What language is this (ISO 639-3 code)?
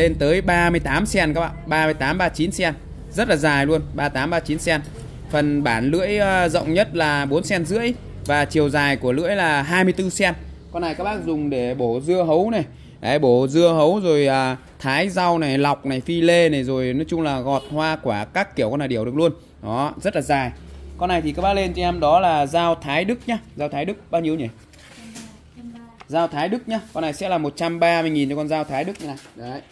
vie